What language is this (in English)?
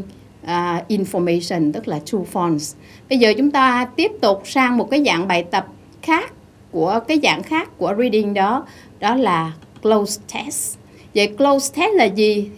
Vietnamese